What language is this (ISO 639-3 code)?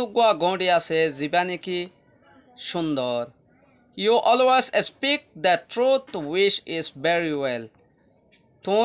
rhg